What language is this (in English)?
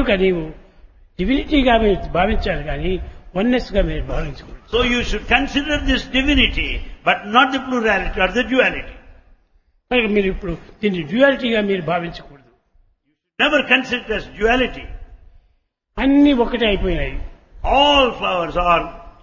Telugu